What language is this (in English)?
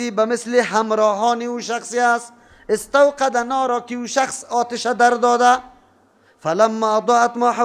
Persian